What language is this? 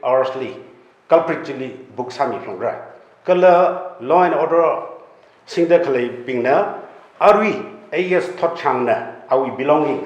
Tangkhul Naga (India)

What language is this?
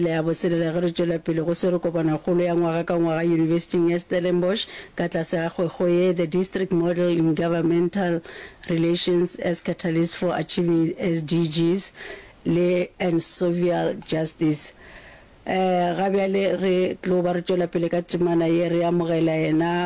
Northern Sotho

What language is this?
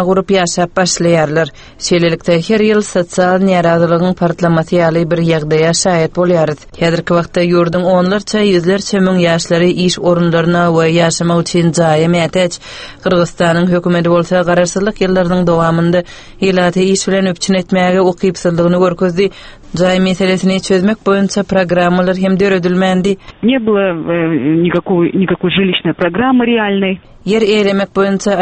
Turkmen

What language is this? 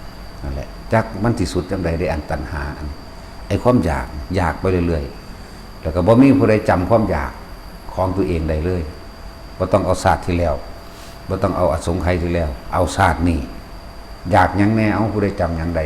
Northeastern Thai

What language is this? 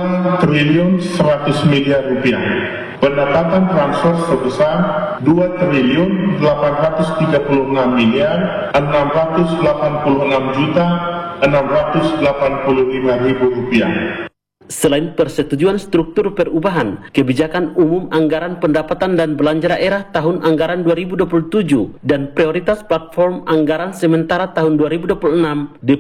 Indonesian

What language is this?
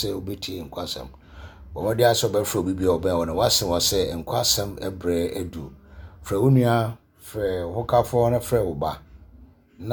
Akan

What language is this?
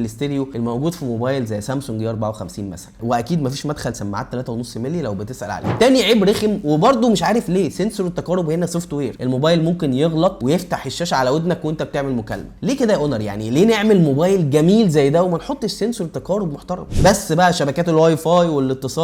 Egyptian Arabic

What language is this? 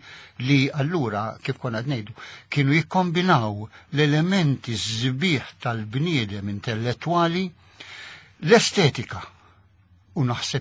Maltese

